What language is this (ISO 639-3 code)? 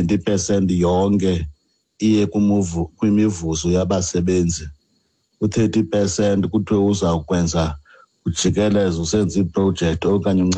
xho